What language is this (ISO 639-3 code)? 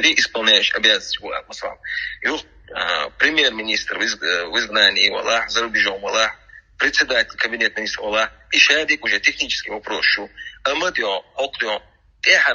che